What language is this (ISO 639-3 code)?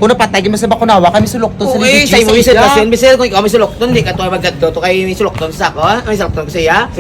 hil